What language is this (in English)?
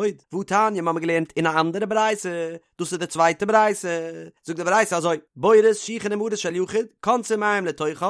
Yiddish